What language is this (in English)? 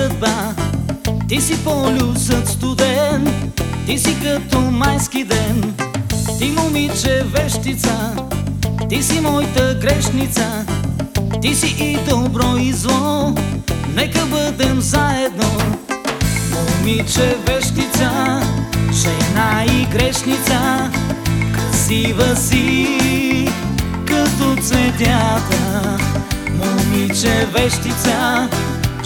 Bulgarian